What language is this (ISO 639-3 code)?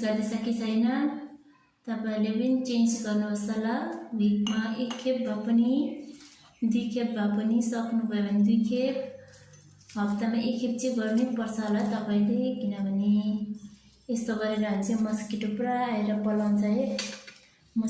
nep